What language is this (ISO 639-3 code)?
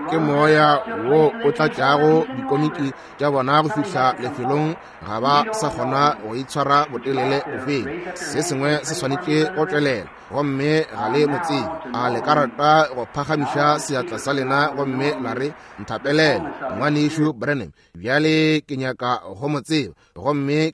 nso